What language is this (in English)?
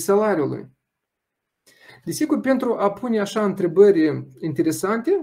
Romanian